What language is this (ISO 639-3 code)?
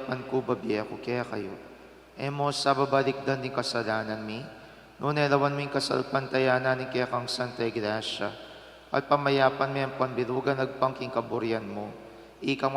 pam